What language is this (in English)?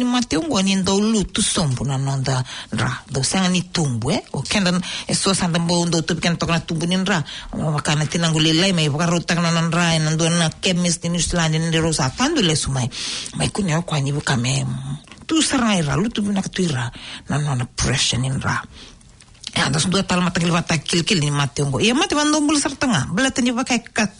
Fijian